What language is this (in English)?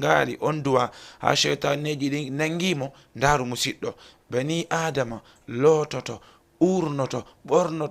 Fula